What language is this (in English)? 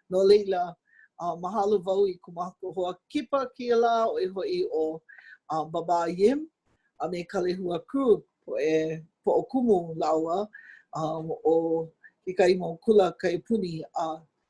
Hawaiian